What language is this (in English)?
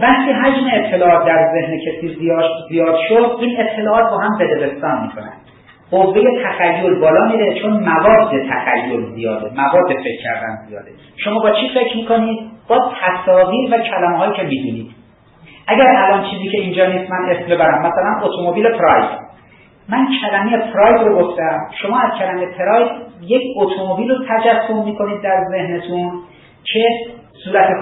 Persian